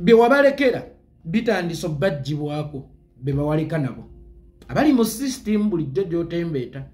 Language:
Ganda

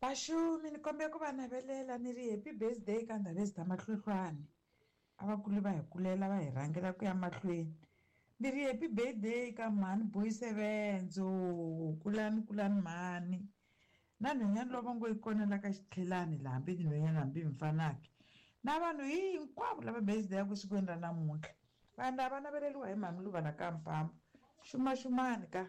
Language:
Tsonga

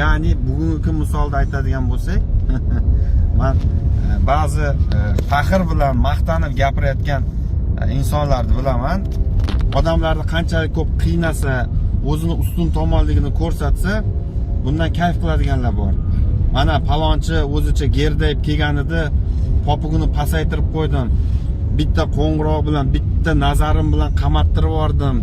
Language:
Uzbek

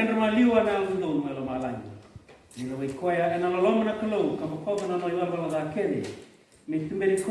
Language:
Fijian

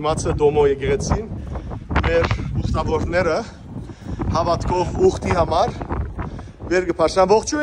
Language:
Western Armenian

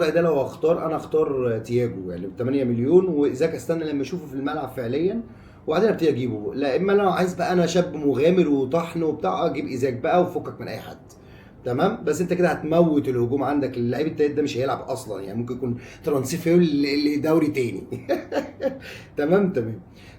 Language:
Egyptian Arabic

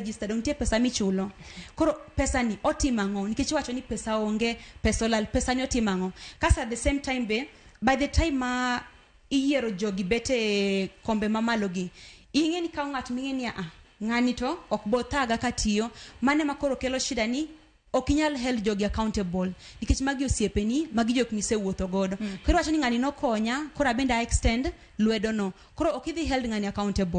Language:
Luo (Kenya and Tanzania)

